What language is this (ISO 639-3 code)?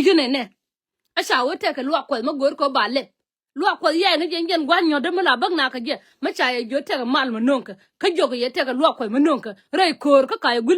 nus